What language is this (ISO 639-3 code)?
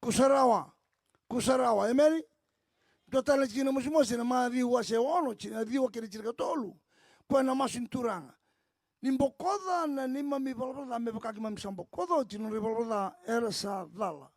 fij